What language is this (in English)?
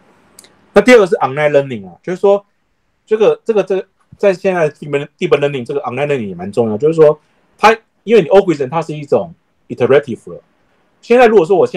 Chinese